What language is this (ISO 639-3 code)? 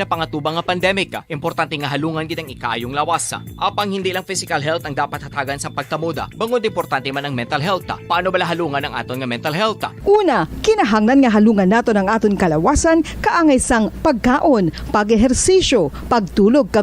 hil